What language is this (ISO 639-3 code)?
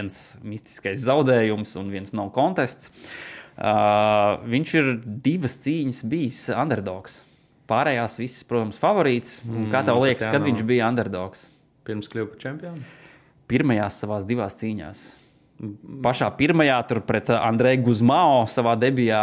lav